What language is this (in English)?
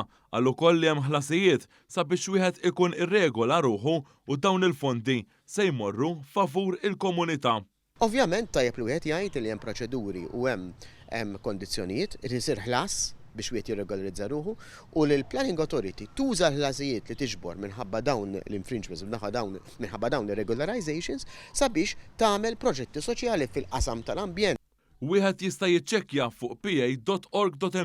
Maltese